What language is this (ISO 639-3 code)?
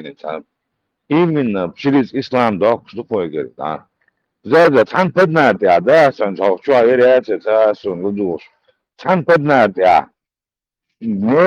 che